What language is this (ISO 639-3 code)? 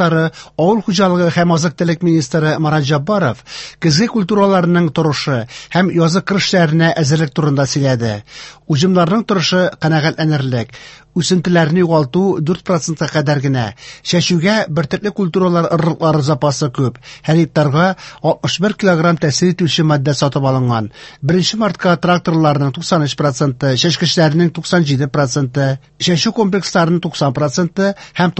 tat